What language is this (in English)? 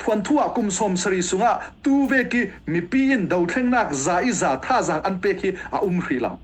Falam Chin